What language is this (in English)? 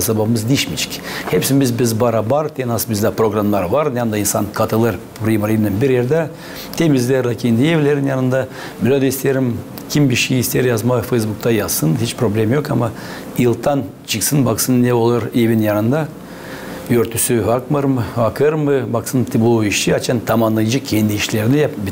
Gagauz